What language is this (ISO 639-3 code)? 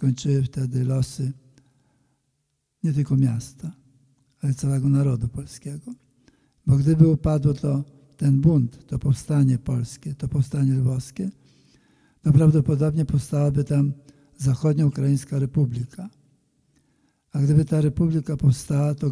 pol